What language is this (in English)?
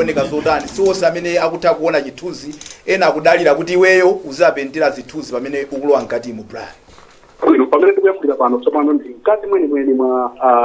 Nyanja